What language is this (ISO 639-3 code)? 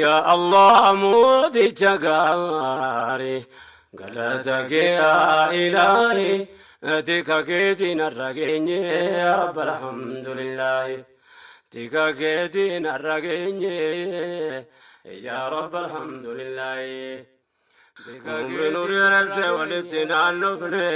orm